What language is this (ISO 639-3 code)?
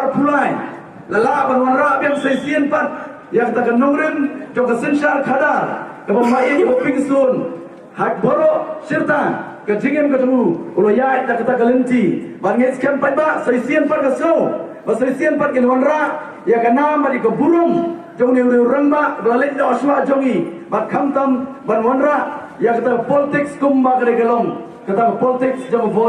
kha